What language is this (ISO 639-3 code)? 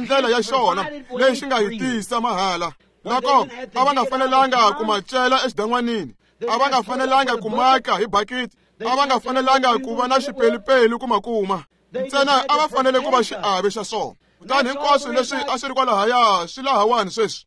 tso